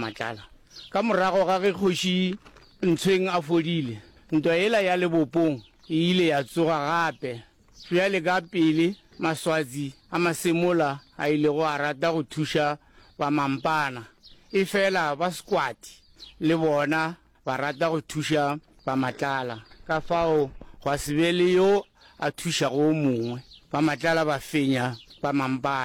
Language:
Northern Sotho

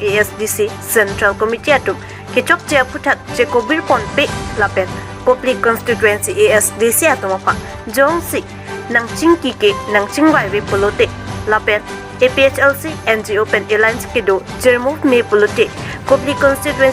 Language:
Karbi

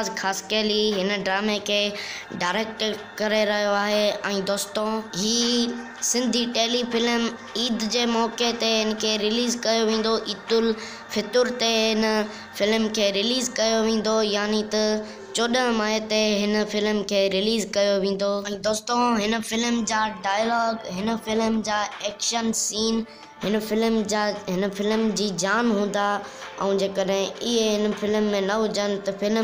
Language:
Sindhi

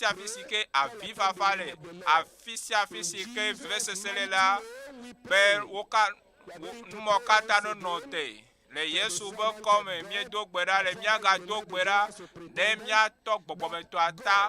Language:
Ewe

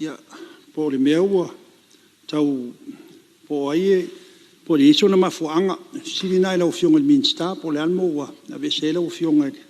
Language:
Samoan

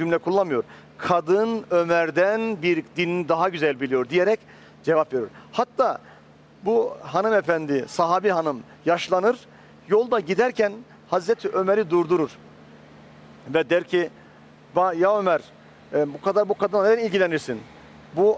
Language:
Turkish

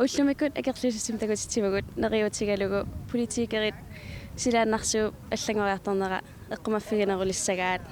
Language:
Kalaallisut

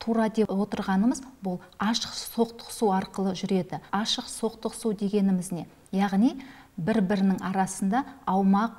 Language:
Kazakh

